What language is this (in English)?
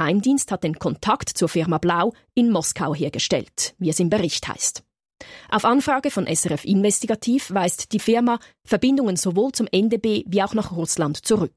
German